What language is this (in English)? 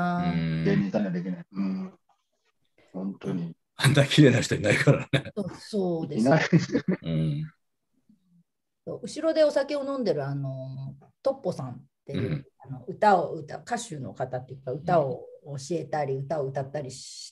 Japanese